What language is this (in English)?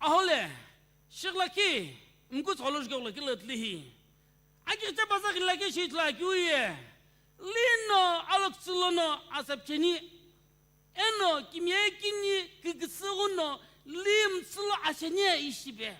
Sumi Naga